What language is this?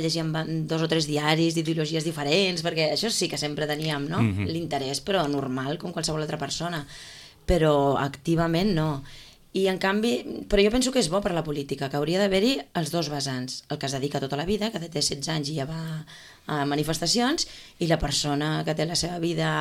Catalan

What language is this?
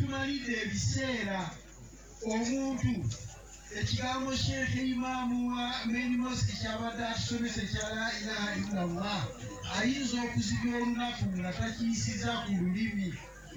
Ganda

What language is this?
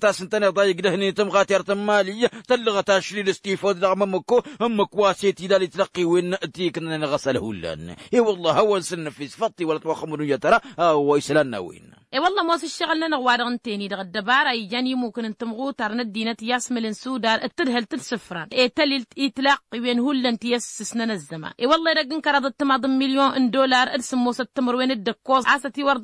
Tamasheq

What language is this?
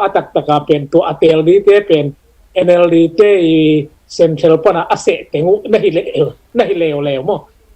Tedim Chin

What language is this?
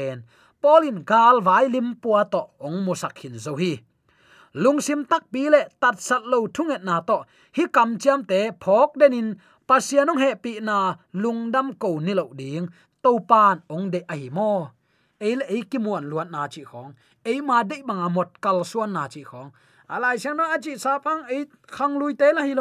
Tedim Chin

